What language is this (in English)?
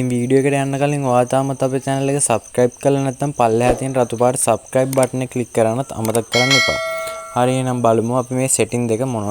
Sinhala